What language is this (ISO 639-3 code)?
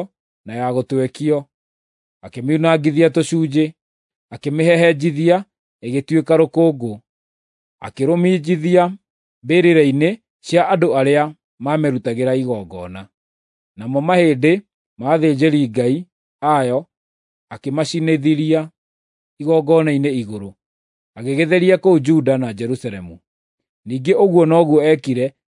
kik